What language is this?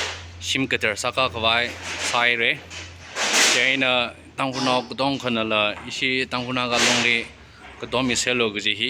Tangkhul Naga (India)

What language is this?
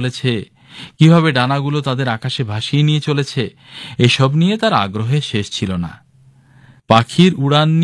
Bangla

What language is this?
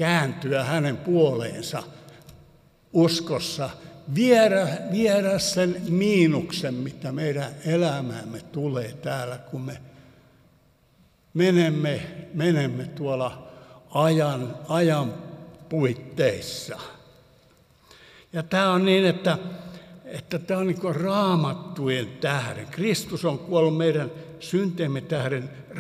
Finnish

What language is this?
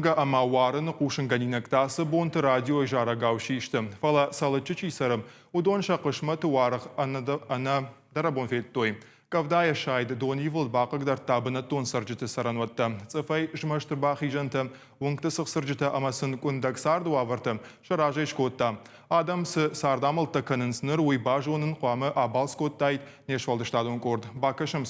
Ossetic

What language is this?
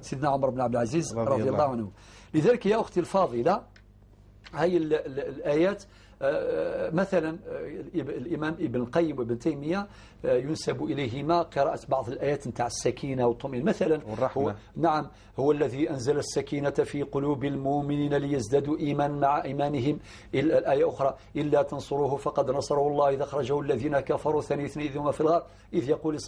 Algerian Arabic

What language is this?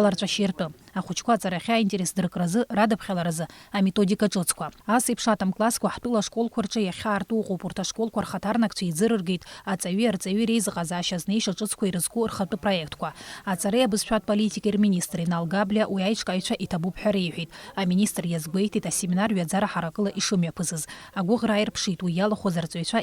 Abkhazian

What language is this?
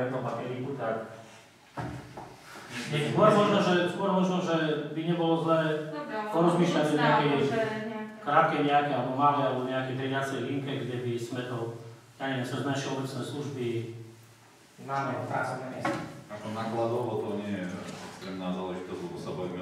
Slovak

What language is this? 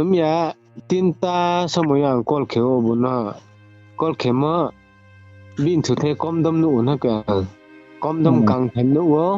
Riang (India)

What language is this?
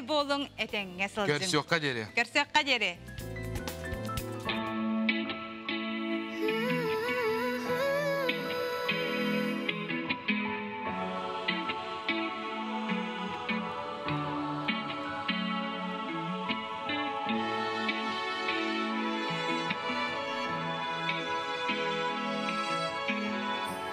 Yakut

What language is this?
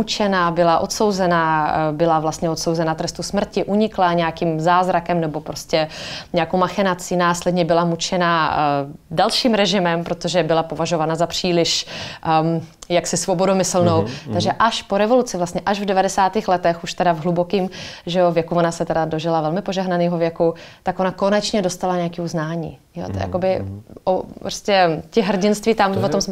Czech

